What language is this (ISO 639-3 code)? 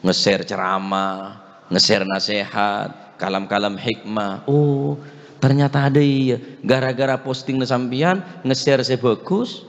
mad